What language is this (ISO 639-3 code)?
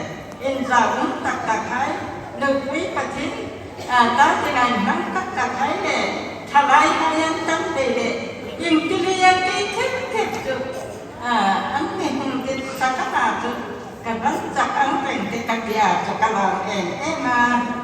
hmr